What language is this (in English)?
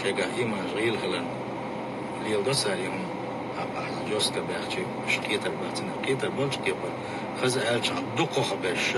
Chechen